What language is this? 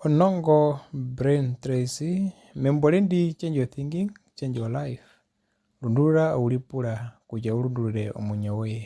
Herero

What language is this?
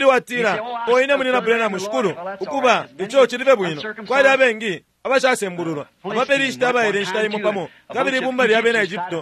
Bemba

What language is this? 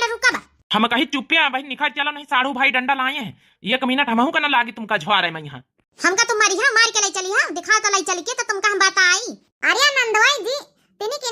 Awadhi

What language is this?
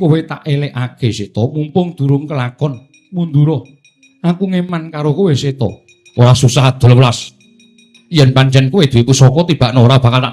Javanese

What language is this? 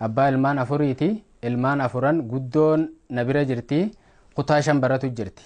Oromo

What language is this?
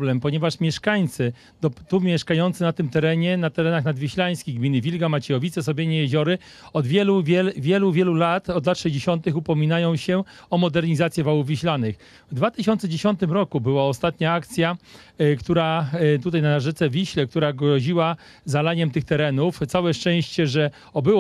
Polish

